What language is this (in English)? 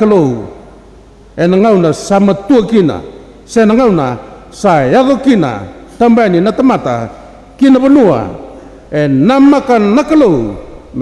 Fijian